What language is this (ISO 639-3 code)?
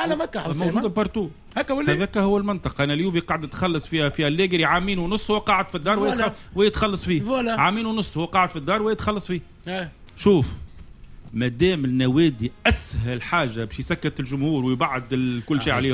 aeb